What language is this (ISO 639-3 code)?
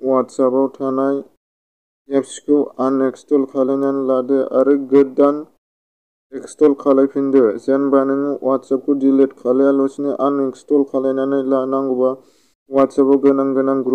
brx